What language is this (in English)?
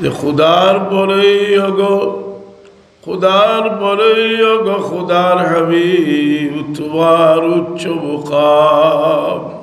Sylheti